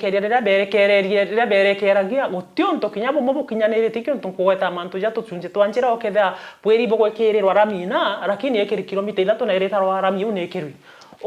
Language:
Meru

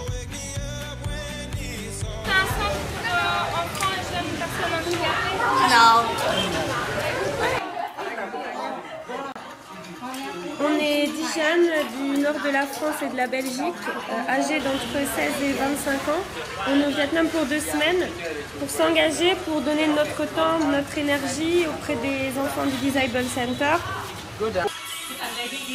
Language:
French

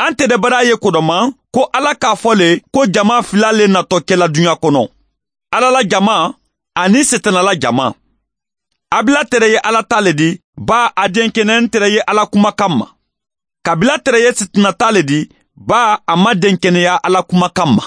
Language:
Mandingo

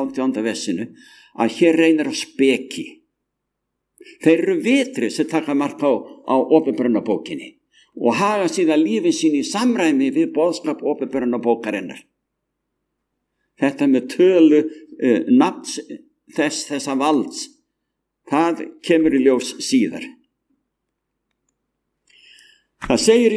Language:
Icelandic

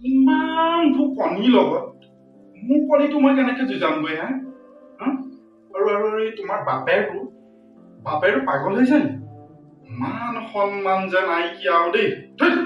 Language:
Assamese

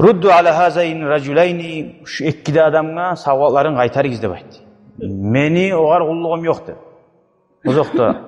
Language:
Kumyk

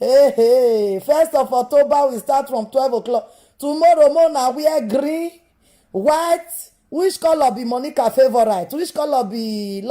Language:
Nigerian Pidgin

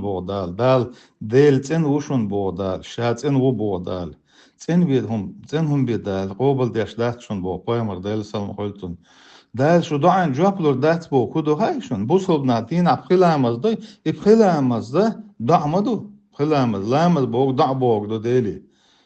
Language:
Chechen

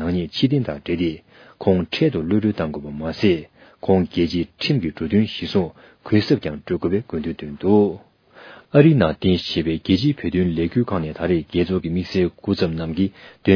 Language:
Tibetan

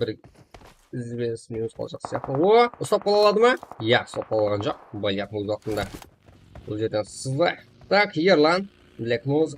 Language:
Kara-Kalpak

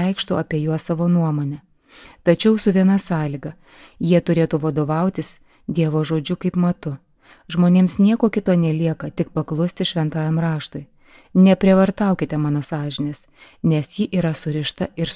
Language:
Lithuanian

